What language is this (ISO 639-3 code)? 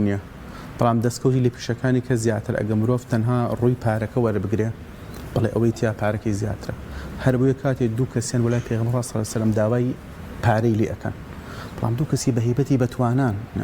ckb